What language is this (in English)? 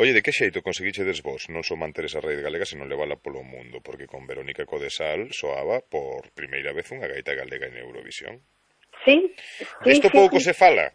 Galician